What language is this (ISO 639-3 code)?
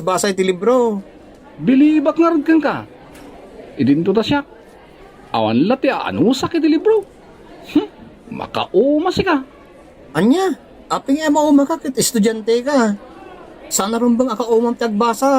ilo